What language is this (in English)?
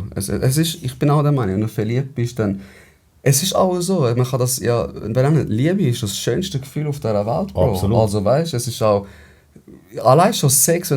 Swiss German